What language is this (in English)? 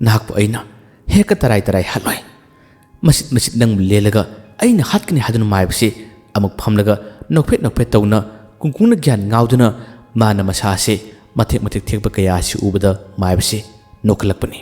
Manipuri